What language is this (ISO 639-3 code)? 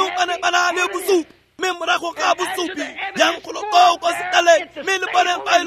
tsn